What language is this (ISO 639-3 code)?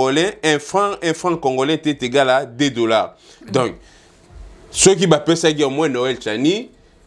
lin